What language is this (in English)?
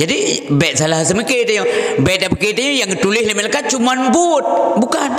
Achinese